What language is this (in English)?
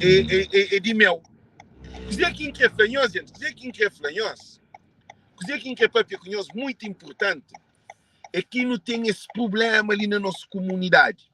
Kabuverdianu